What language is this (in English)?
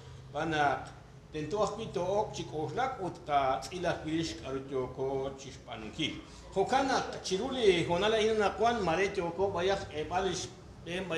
Kekchí